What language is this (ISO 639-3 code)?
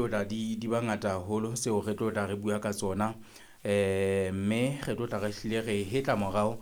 sot